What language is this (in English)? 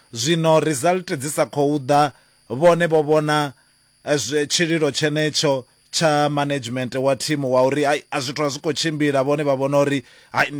Venda